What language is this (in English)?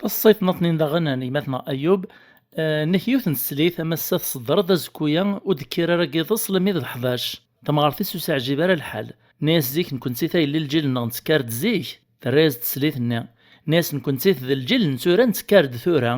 Kabyle